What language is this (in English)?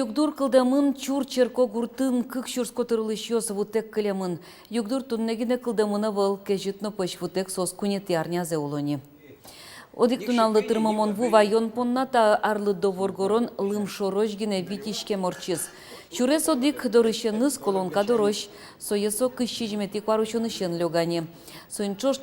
Udmurt